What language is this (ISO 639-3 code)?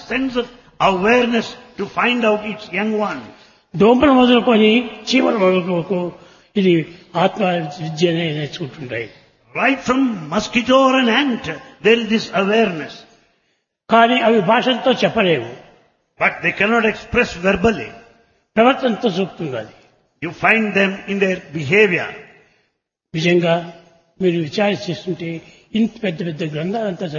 tel